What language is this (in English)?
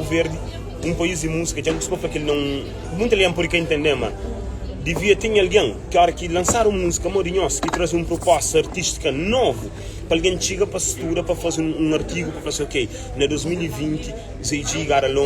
Kabuverdianu